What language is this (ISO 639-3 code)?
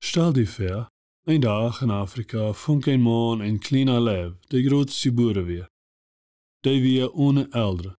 pdt